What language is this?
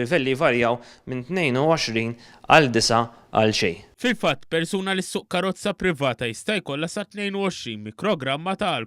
Maltese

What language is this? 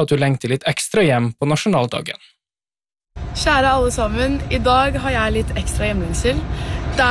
Norwegian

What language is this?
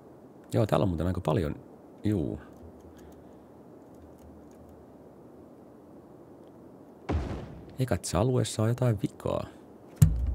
Finnish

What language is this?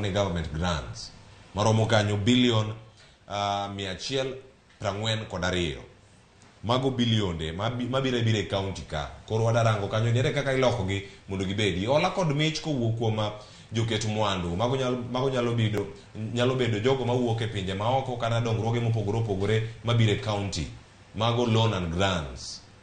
Luo (Kenya and Tanzania)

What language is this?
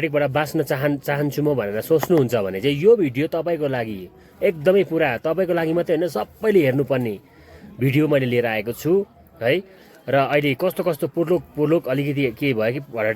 Nepali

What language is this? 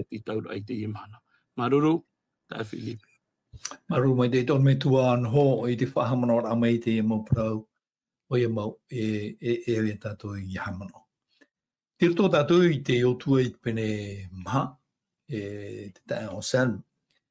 Tahitian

